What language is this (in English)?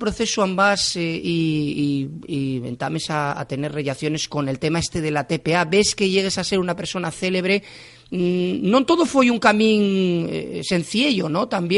Asturian